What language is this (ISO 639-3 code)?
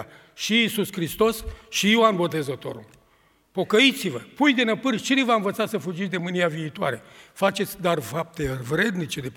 ron